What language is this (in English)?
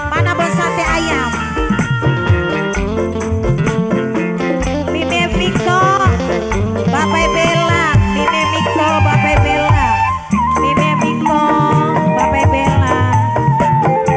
Indonesian